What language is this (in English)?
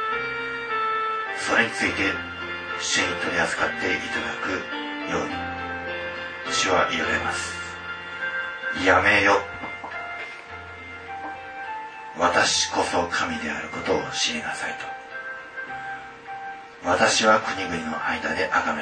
Japanese